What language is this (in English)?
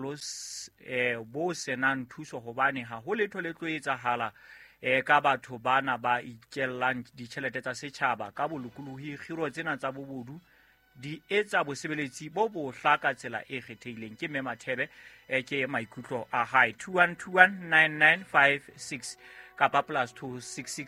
Southern Sotho